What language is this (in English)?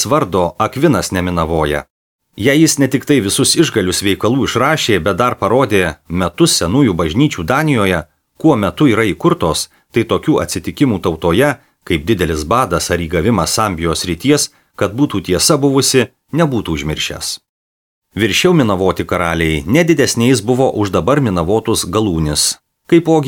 Lithuanian